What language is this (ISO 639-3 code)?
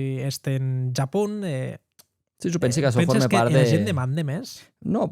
oci